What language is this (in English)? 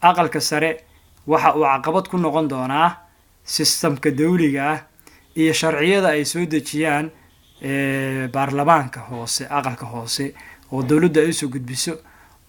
Somali